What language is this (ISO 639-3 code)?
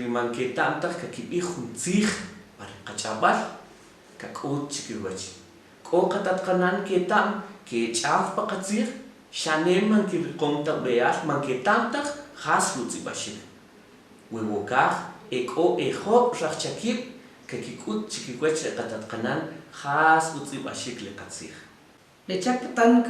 quc